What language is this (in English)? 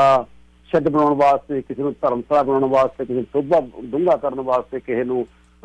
Punjabi